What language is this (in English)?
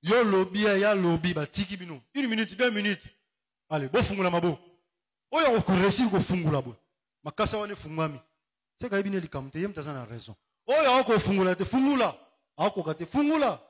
Lingala